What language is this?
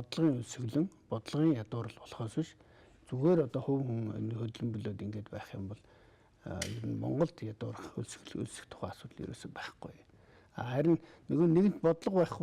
Mongolian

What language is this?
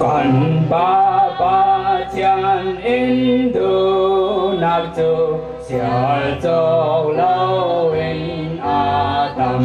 Falam Chin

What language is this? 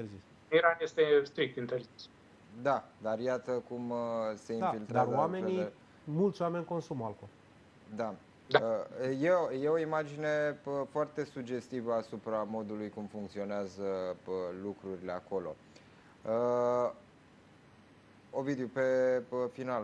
Romanian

